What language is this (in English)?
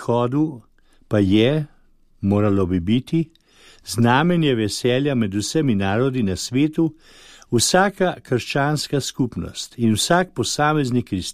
Slovenian